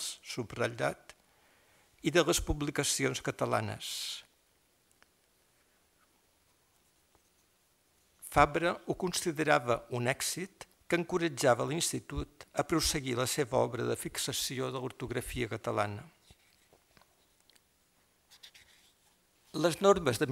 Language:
Catalan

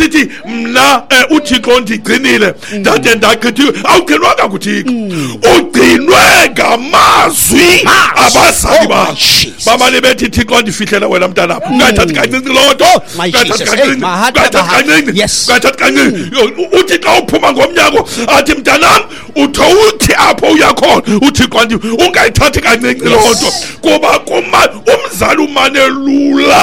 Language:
Xhosa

